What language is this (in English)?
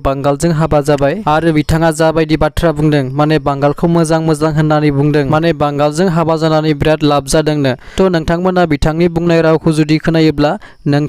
Bodo